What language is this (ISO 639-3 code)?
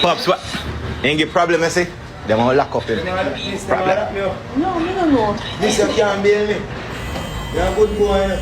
jam